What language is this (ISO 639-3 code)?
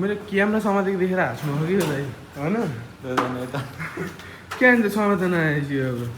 nep